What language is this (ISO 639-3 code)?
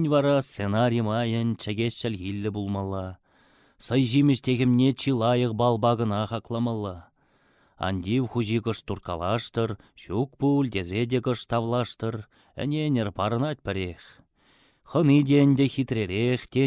chv